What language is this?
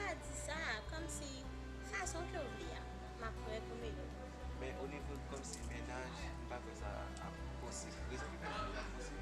Haitian Creole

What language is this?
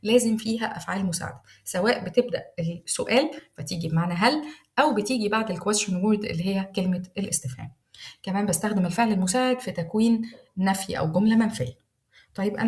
Egyptian Arabic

